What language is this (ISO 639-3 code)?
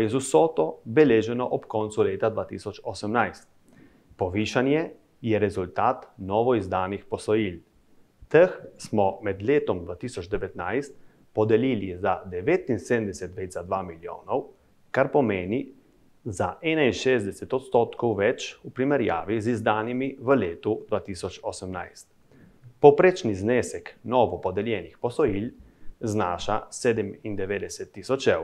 slv